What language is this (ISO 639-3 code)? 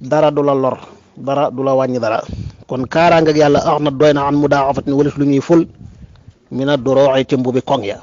wol